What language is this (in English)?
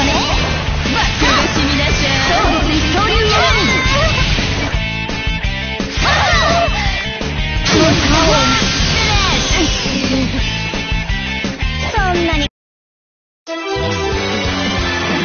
Japanese